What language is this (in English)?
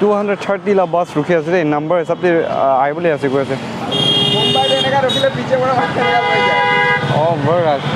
Naga Pidgin